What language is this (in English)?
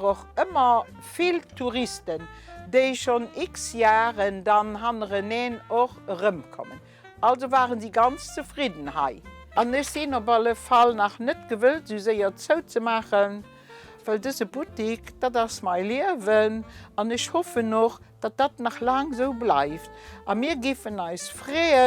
Luxembourgish